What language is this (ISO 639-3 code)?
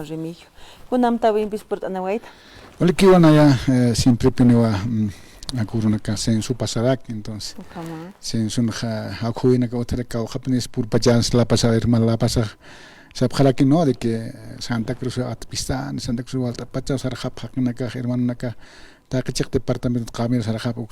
aym